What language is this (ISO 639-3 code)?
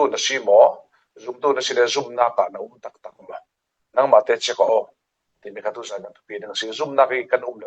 cfm